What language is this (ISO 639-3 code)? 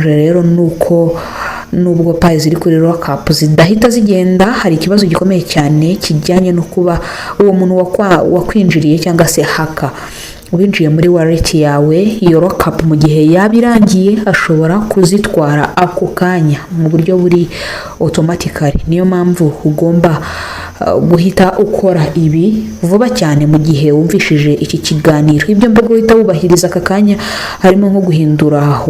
kin